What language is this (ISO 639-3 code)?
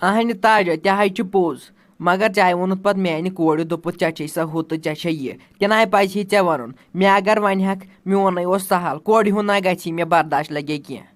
kas